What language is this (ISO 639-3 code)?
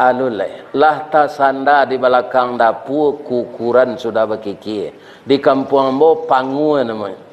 min